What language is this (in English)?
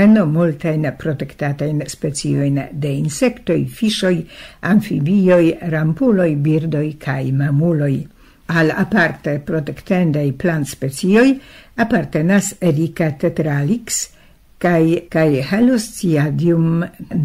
Esperanto